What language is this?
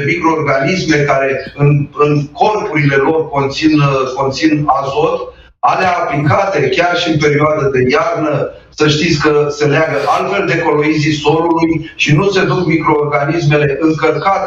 Romanian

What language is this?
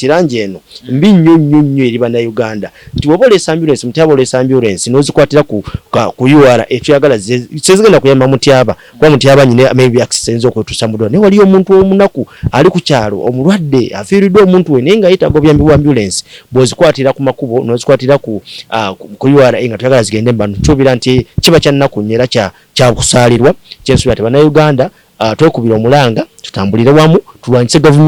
Ganda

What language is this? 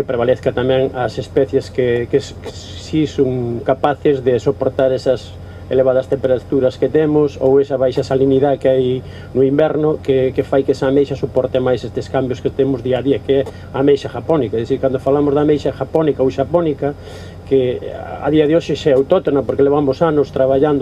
Galician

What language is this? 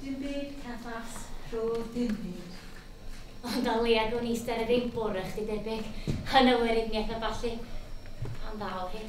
Welsh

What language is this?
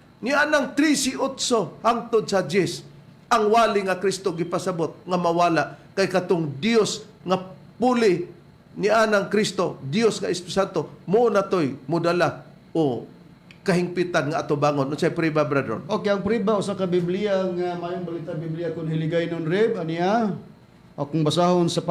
Cebuano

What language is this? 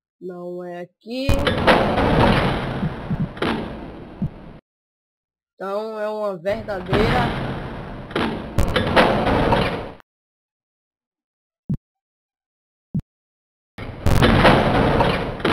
Portuguese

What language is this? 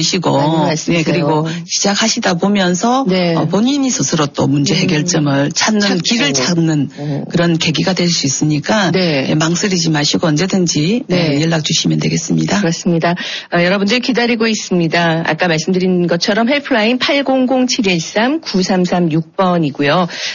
Korean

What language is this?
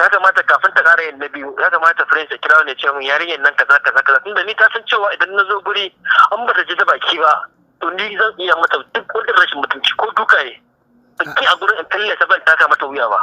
Hausa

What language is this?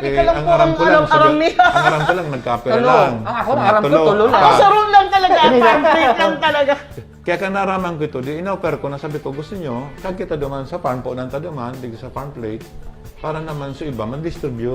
Bikol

